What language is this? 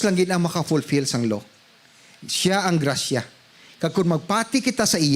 Hiligaynon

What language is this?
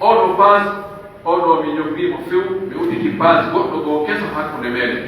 Pular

